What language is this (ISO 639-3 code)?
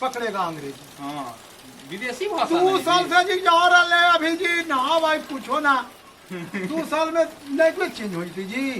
mag